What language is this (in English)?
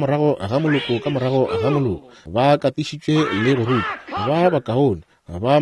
Northern Sotho